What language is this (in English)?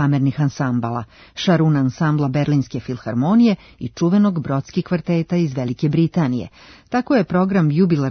Serbian